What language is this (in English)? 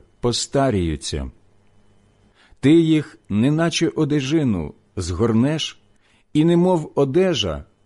Ukrainian